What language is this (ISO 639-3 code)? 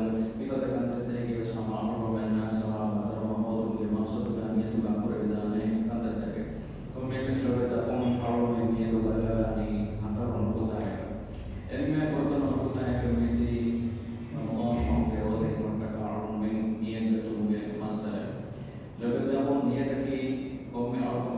div